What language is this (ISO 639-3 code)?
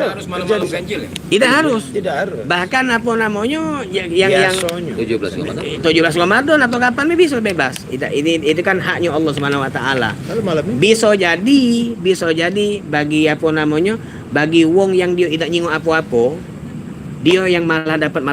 mui